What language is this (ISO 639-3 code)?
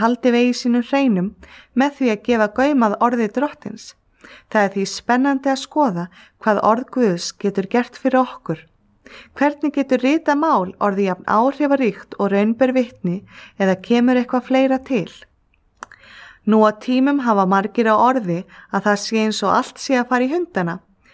isl